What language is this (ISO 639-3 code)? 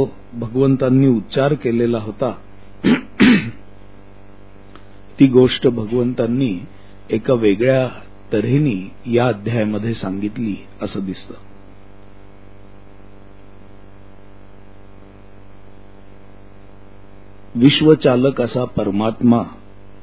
mar